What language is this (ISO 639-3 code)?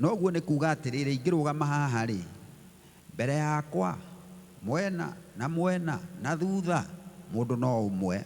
kik